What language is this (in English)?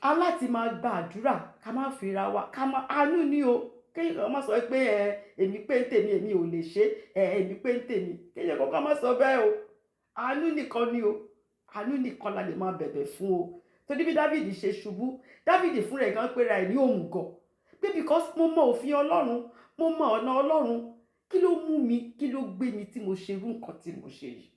Yoruba